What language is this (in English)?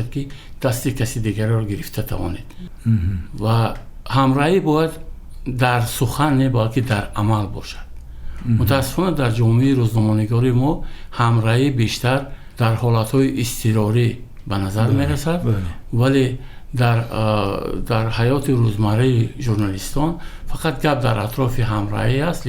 Tajik